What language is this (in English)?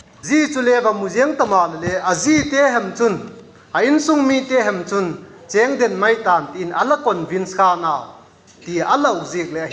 Vaiphei